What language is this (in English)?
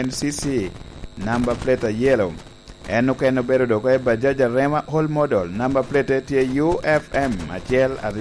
Lango (Uganda)